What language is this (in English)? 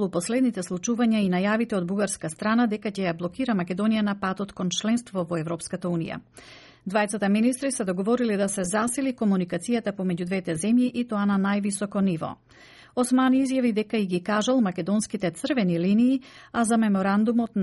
Macedonian